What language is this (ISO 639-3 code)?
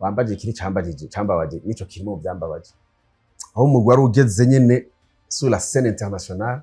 run